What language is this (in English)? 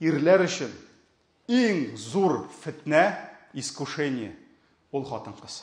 Tatar